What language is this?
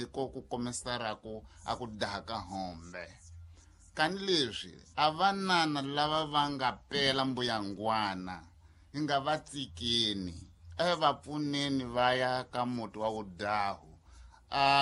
Tsonga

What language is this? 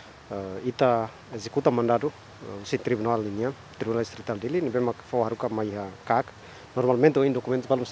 Tetum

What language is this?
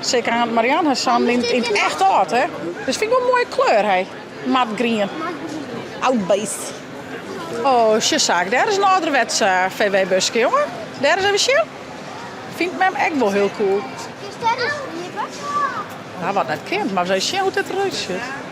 Western Frisian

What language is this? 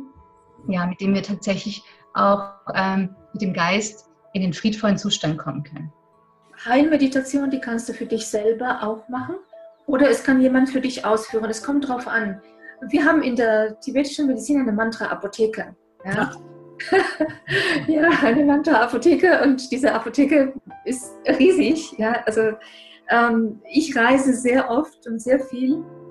German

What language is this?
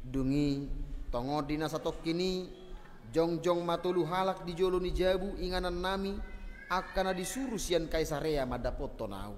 Batak Toba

